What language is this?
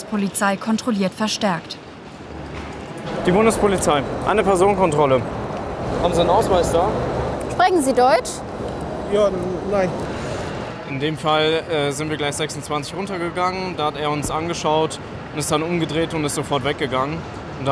German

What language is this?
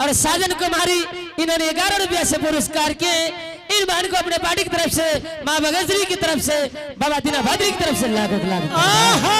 Angika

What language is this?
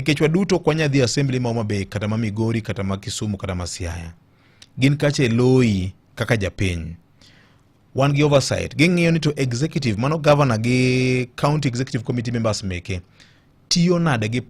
Luo (Kenya and Tanzania)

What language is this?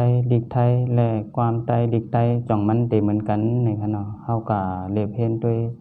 Shan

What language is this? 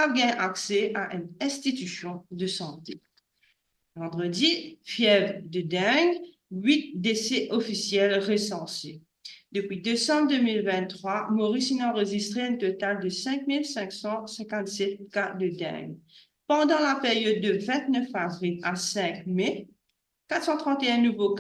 Morisyen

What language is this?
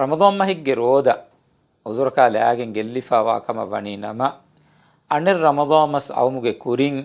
Divehi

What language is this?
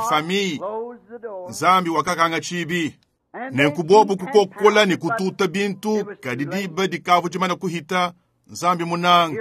Luba-Lulua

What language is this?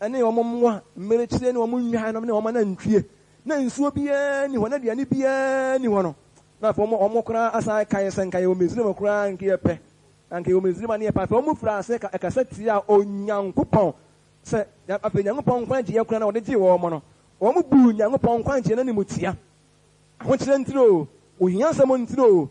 Akan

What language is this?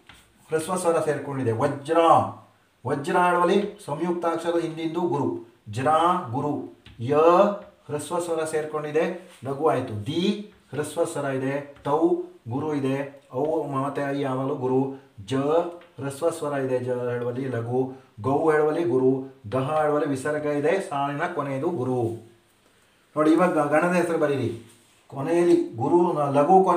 Kannada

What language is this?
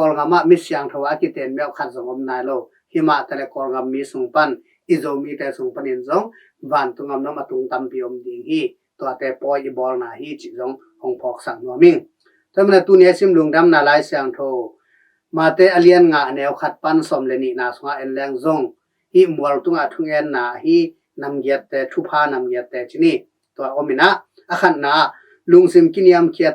Tedim Chin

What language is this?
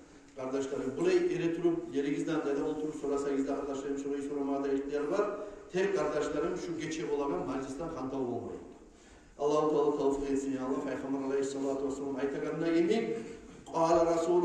Kumyk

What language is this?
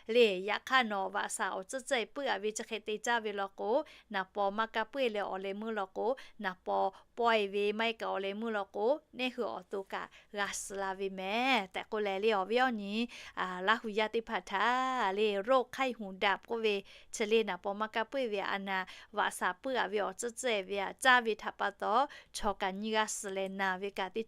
Lahu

